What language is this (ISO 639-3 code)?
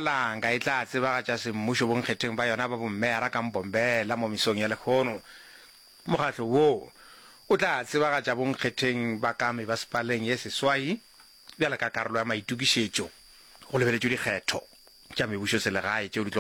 nso